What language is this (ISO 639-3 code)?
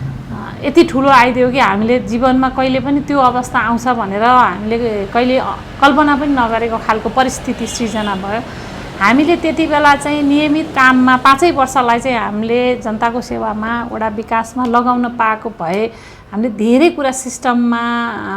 nep